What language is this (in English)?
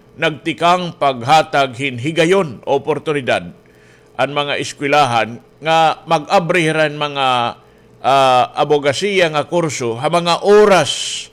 Waray